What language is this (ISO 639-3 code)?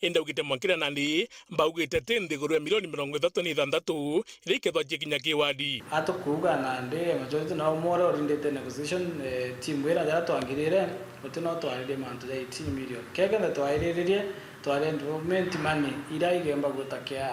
mer